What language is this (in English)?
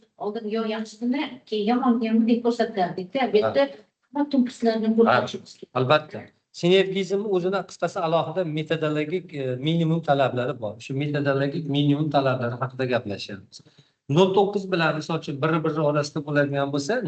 Uzbek